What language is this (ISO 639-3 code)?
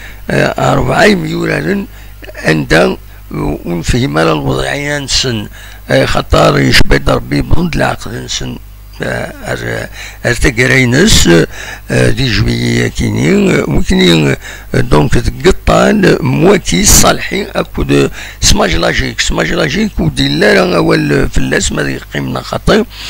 kab